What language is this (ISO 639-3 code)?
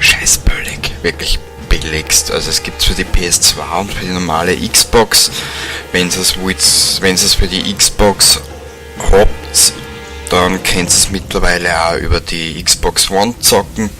bar